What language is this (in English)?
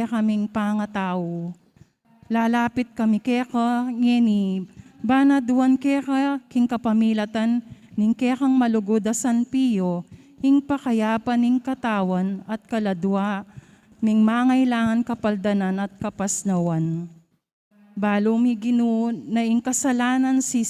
Pampanga